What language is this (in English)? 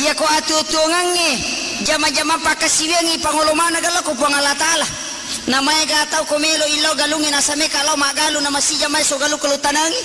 Buginese